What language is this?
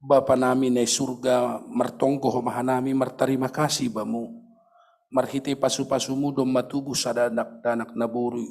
Batak Simalungun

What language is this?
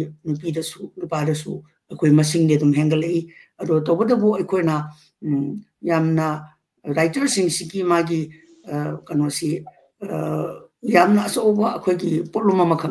Manipuri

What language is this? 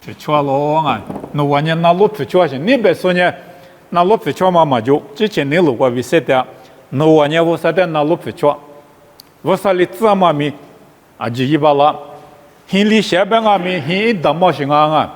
Lisu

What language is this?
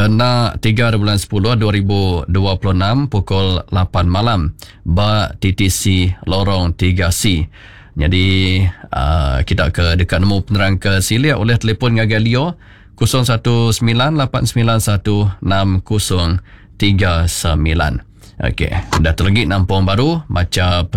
Iban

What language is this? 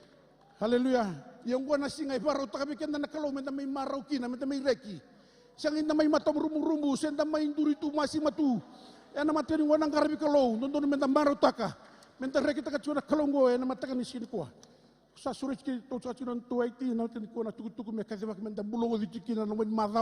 Fijian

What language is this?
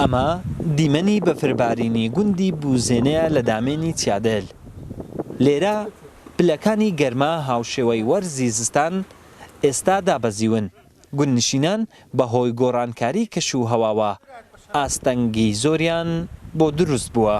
Central Kurdish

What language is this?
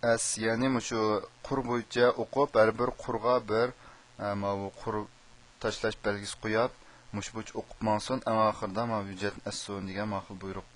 Uyghur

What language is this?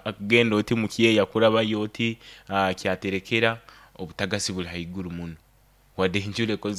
Nyoro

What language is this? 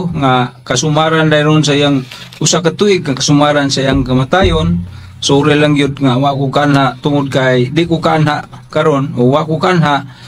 Cebuano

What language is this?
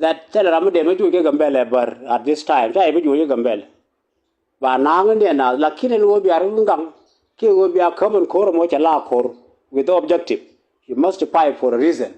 Nuer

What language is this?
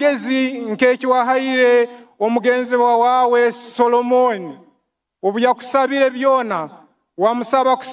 Nyankole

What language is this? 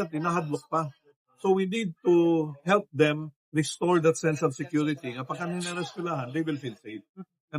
Waray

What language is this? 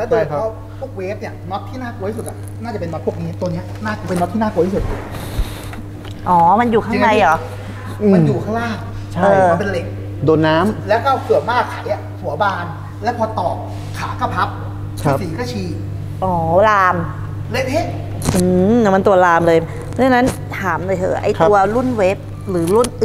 Thai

